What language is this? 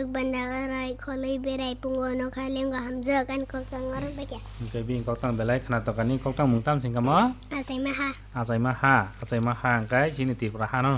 Kok Borok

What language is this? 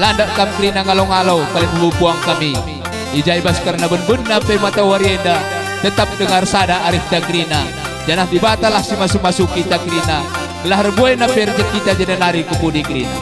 Batak Karo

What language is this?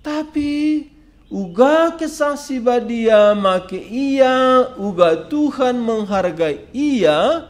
Batak Karo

